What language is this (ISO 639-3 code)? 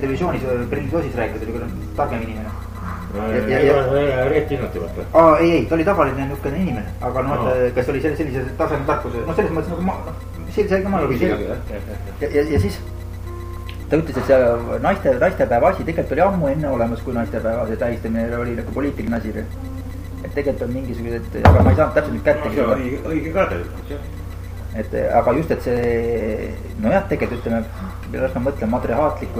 est